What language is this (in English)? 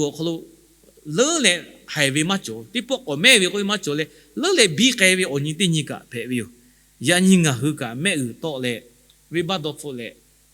Lahu